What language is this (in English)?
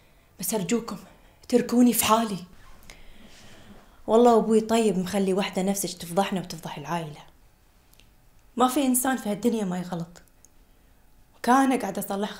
Gulf Arabic